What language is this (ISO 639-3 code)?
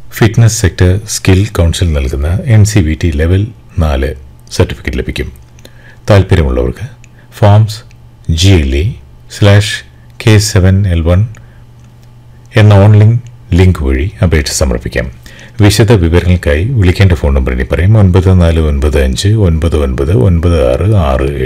mal